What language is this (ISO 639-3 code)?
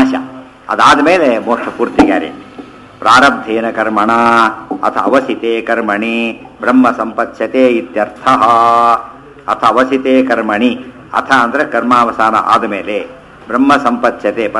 kan